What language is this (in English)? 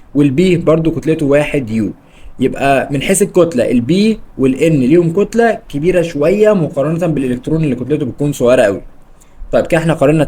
Egyptian Arabic